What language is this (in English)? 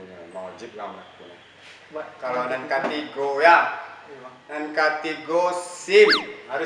Minangkabau